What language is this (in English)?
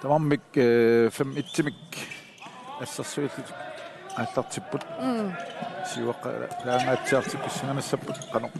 Kalaallisut